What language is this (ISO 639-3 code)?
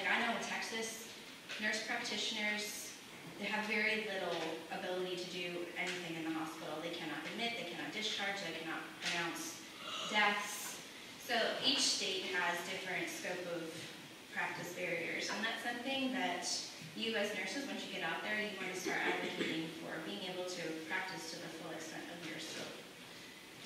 eng